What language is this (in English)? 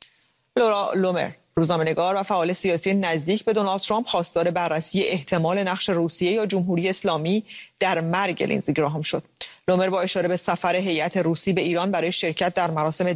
Persian